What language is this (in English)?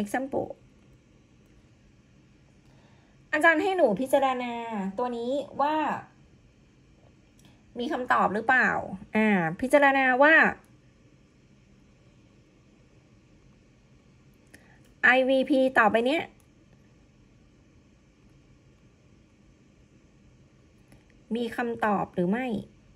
Thai